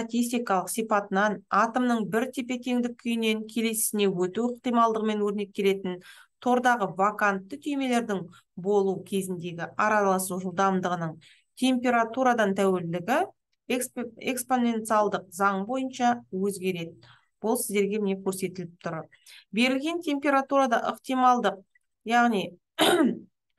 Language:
Kazakh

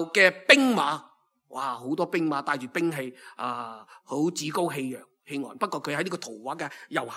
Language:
Cantonese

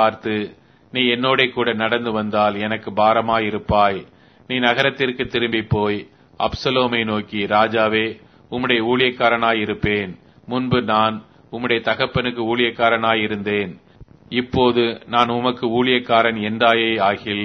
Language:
Tamil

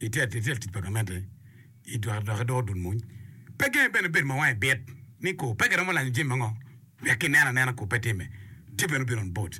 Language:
Acoli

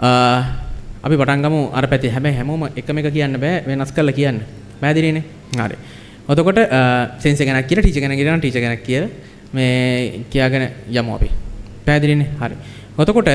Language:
Sinhala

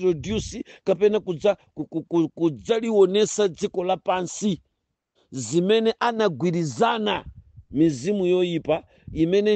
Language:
Nyanja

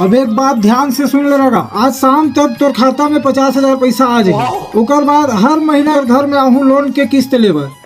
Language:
Chhattisgarhi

